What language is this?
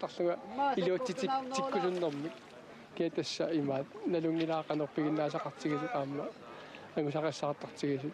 Kalaallisut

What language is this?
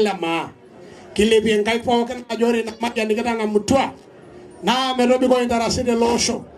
Masai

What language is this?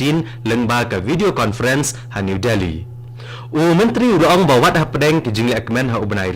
Khasi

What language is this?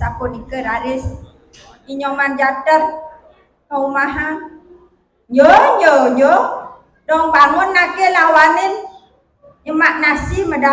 Balinese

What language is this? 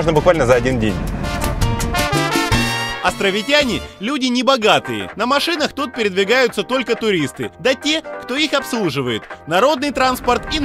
Russian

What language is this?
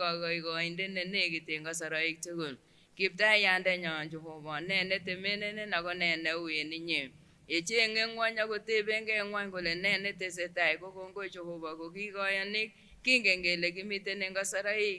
Kipsigis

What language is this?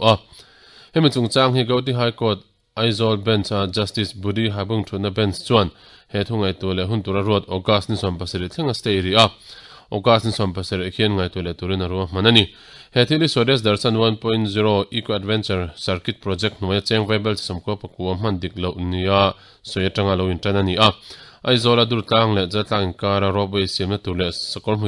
Mizo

